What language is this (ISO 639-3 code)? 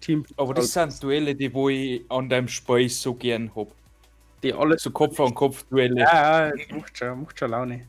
bar